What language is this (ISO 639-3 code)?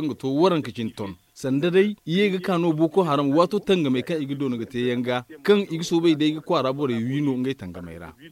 dje